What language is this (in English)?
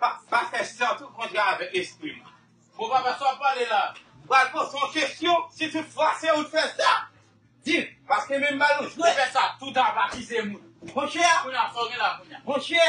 Haitian Creole